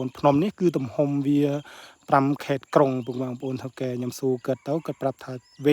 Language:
Khmer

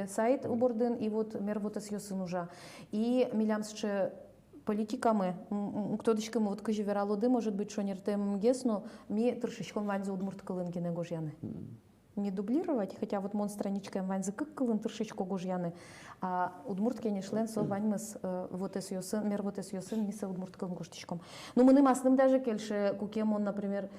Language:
Udmurt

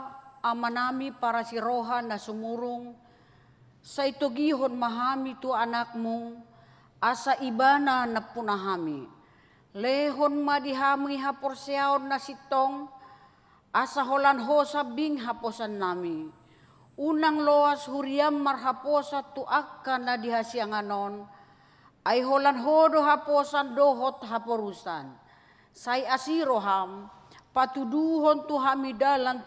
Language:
Batak Toba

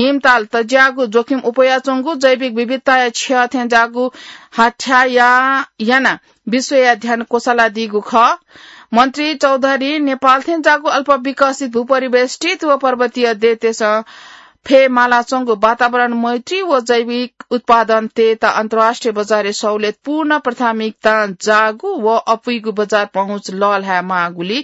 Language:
Newari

